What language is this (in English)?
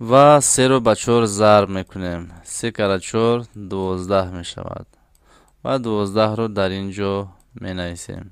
Tajik